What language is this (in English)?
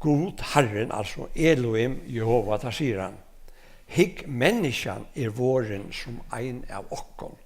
Faroese